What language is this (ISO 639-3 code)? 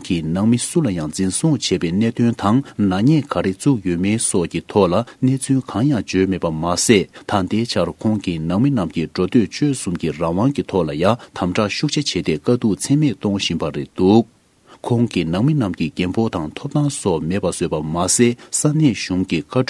bod